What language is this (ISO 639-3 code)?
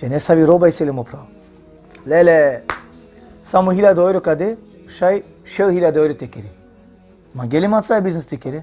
rmn